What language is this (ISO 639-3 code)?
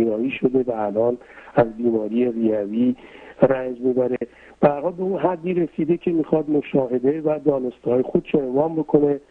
fas